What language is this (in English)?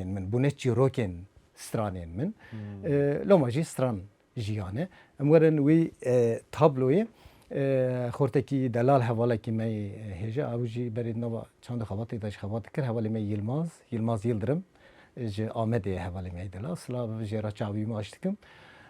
Kurdish